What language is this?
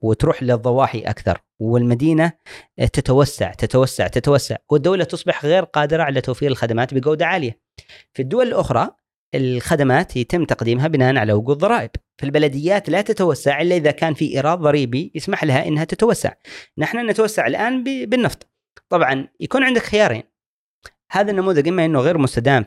Gulf Arabic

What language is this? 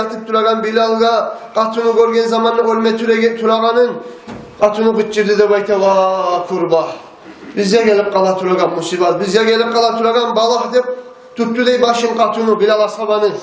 Kumyk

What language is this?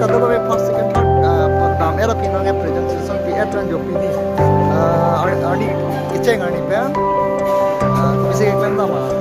Karbi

